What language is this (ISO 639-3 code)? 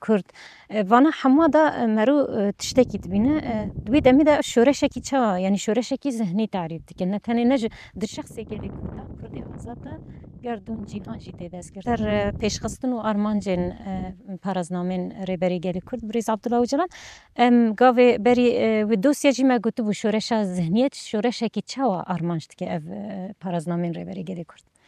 kur